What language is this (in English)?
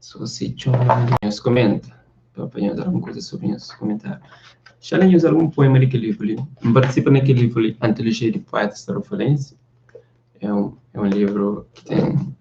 Kabuverdianu